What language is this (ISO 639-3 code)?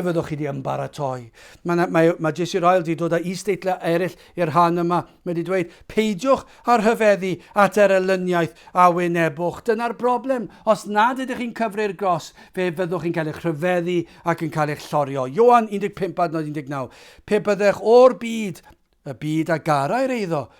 cym